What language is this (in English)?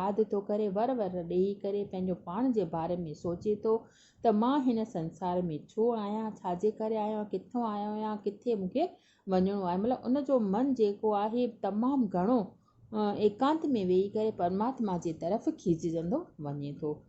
Sindhi